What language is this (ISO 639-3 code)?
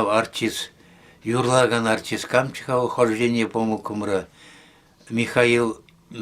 chv